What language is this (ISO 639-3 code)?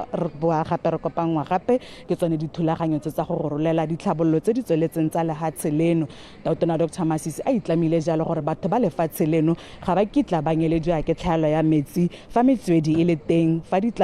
tsn